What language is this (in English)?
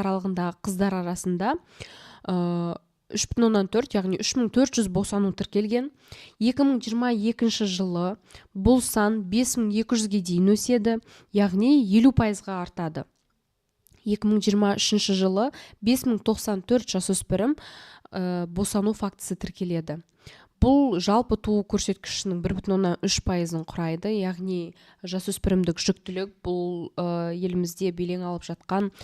Kazakh